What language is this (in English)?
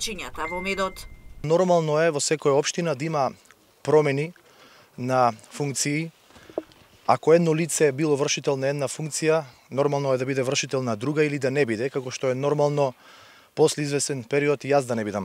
Macedonian